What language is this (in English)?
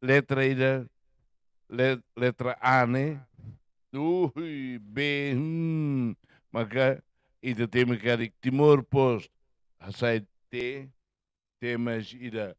Tetum